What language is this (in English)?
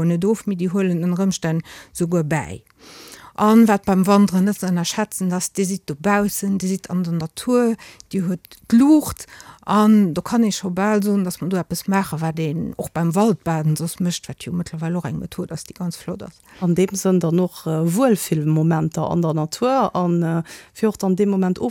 Luxembourgish